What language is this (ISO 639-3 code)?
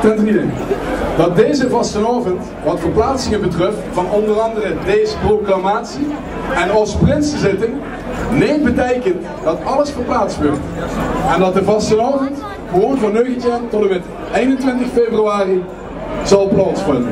lim